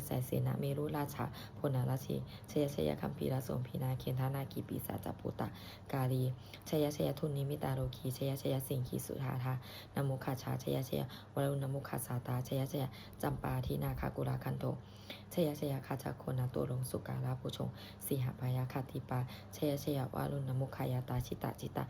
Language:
Pali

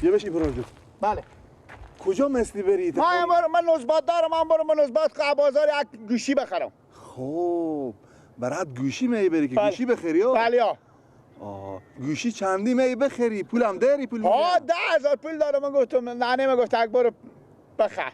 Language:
Persian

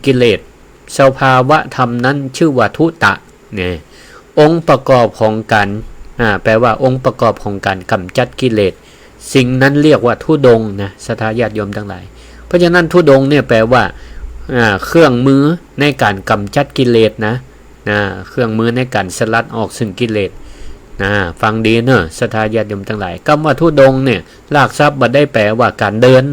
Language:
Northern Thai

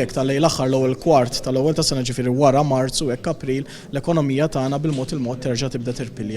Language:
Maltese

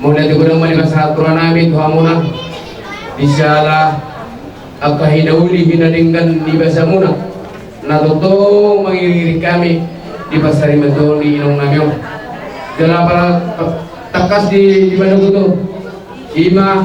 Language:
Batak Toba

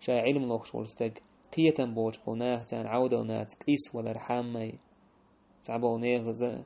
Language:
Chechen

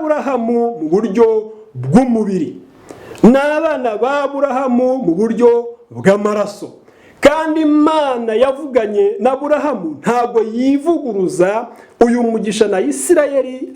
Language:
Kinyarwanda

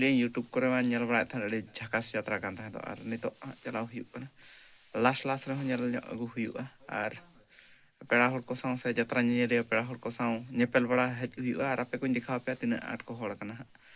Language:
Santali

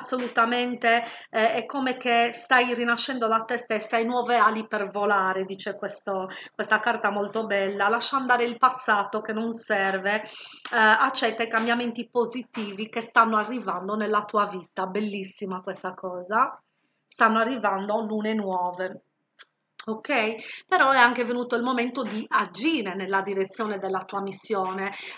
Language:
Italian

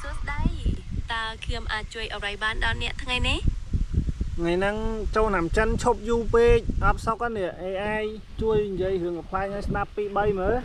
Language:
Khmer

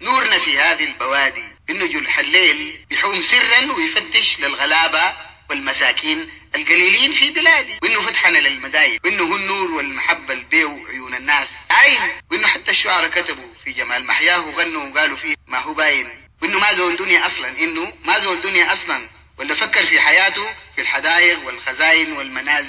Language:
Sudanese Arabic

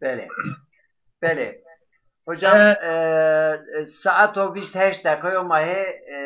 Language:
Zaza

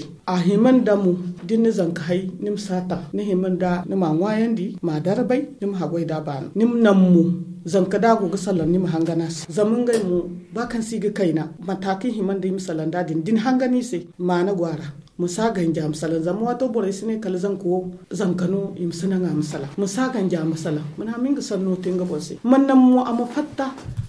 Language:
Zarma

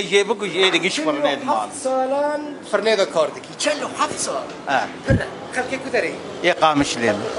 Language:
Kurdish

